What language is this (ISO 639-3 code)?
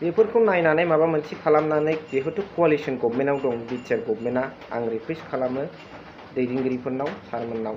brx